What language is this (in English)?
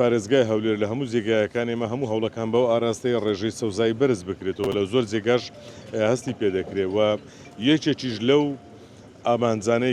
Central Kurdish